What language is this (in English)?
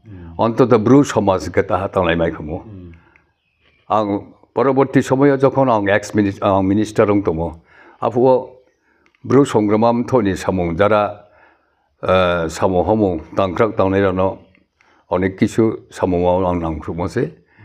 Riang (India)